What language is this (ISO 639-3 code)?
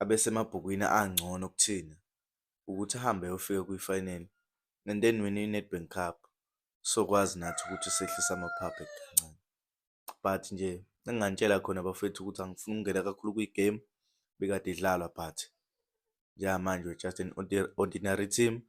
zul